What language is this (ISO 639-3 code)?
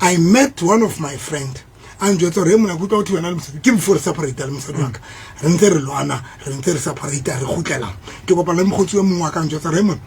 sot